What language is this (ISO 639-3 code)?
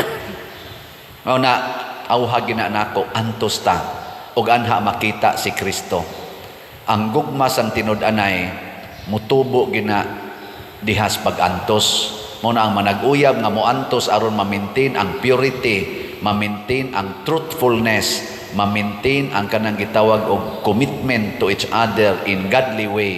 ceb